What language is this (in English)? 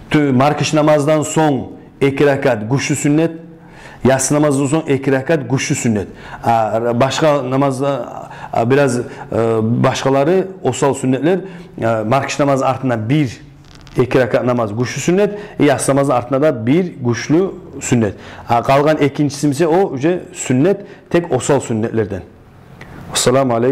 Kumyk